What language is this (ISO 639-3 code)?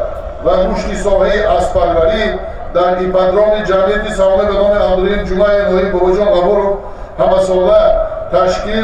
tgk